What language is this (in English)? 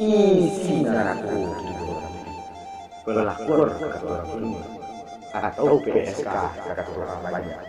Minangkabau